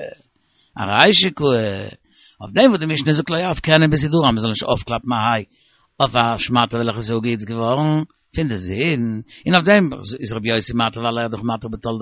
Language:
Yiddish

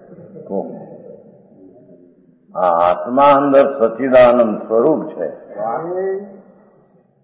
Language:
Gujarati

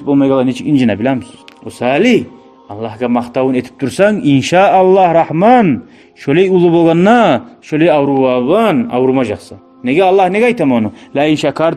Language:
Kumyk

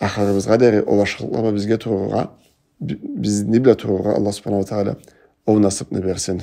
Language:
Karachay-Balkar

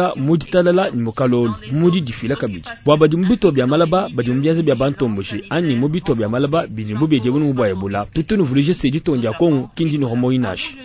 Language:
Luba-Lulua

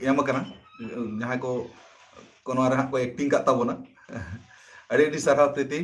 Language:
Santali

